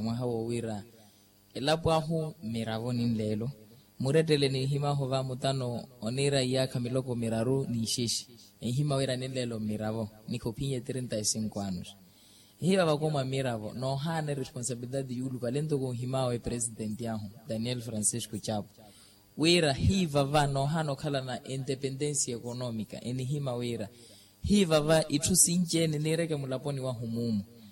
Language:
Makhuwa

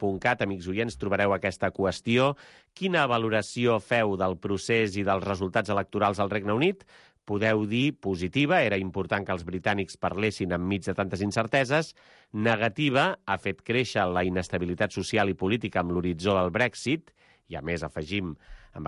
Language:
Catalan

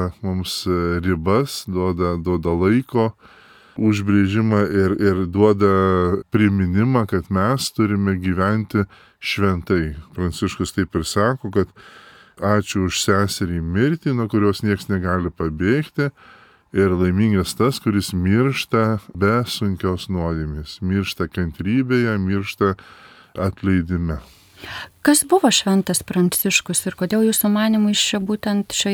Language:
Lithuanian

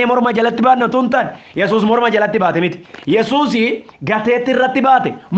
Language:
Oromo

